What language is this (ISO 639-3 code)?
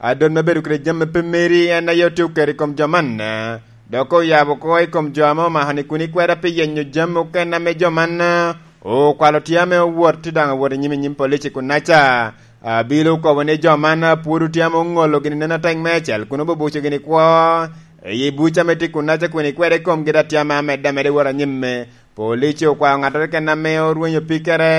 laj